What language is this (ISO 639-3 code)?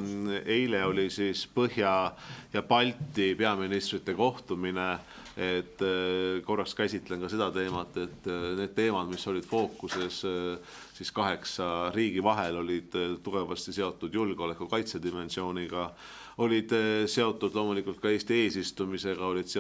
est